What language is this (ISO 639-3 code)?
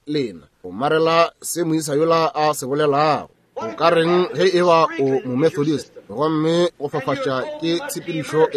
nso